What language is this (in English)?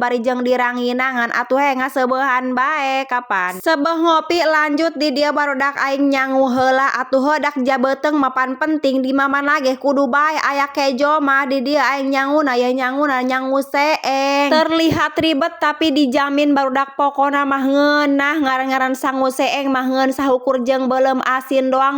Sundanese